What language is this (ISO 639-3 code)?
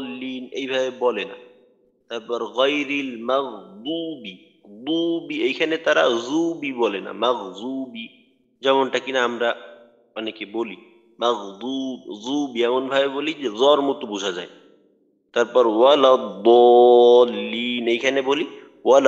ben